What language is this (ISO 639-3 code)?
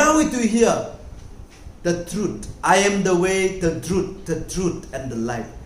nmf